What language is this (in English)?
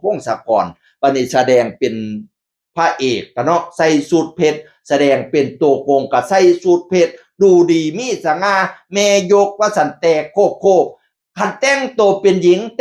Northeastern Thai